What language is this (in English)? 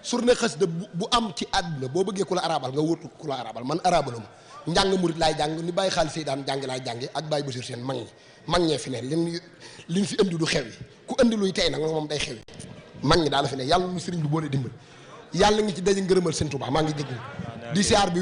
Wolof